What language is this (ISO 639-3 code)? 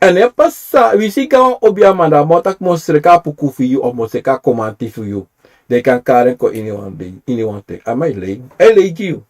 srn